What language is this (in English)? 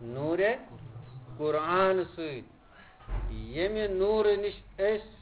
Kashmiri